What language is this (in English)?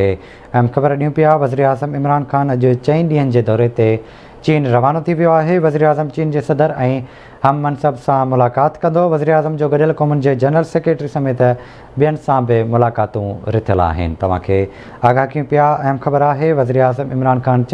Sindhi